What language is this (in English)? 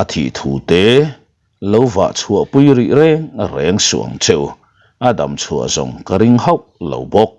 Mizo